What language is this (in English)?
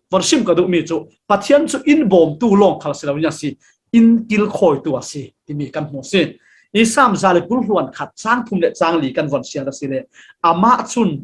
Falam Chin